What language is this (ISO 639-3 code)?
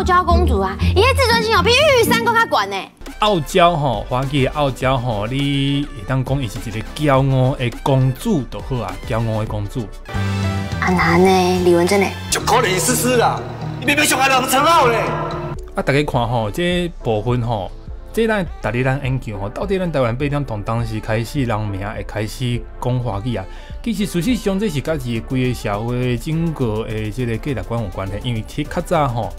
nan